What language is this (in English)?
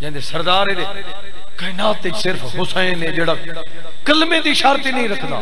Saraiki